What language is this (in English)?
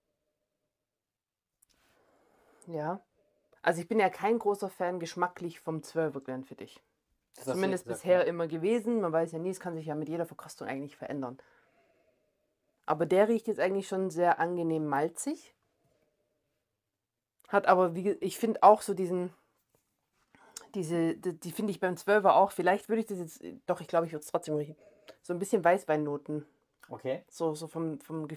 German